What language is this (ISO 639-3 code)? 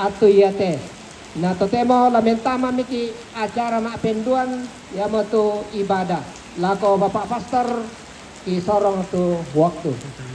sda